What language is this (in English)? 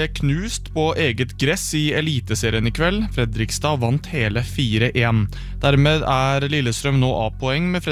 Norwegian